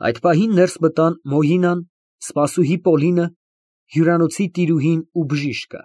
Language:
Armenian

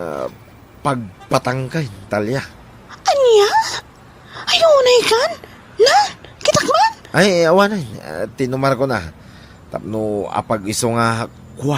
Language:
Iloko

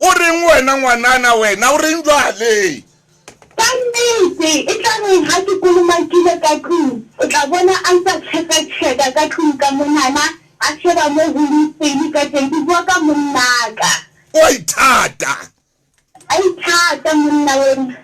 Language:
Southern Sotho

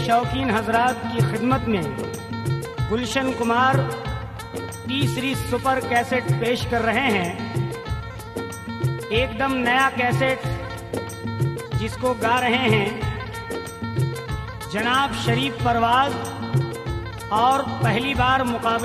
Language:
Hindi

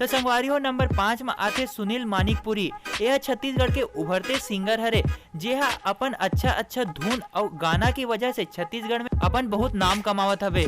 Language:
Chhattisgarhi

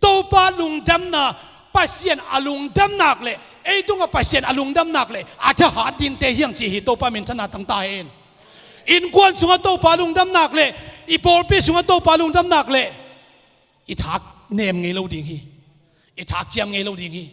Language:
Tedim Chin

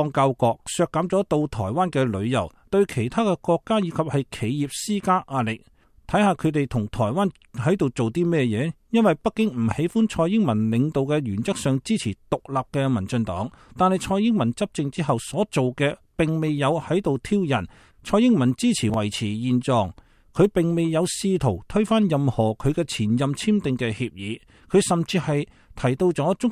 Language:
Cantonese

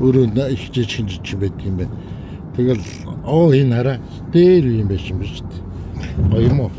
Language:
Mongolian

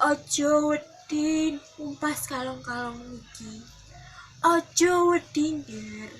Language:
Javanese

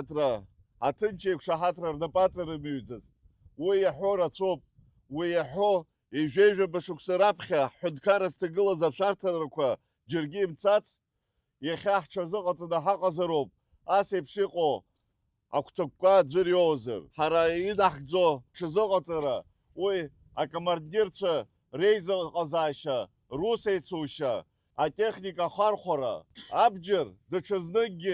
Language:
Abkhazian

